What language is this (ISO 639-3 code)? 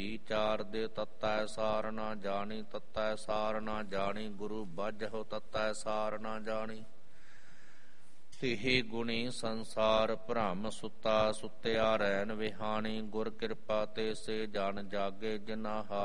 pan